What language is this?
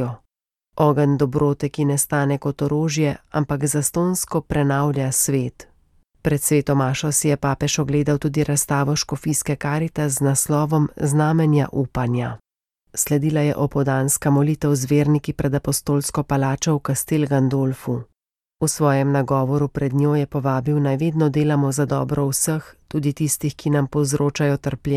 Slovenian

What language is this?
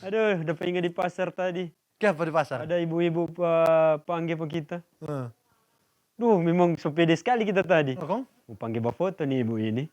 Manado Malay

